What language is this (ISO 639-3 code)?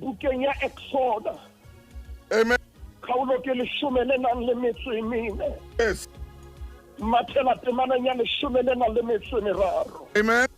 sot